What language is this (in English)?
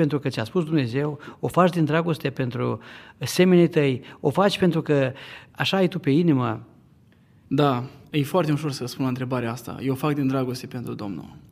Romanian